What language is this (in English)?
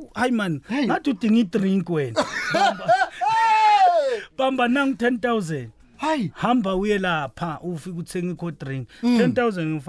South Ndebele